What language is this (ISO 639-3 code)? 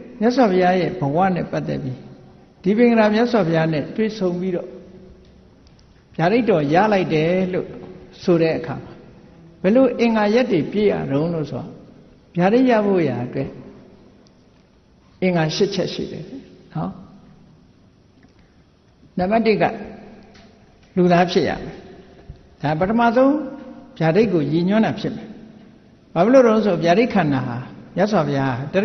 mya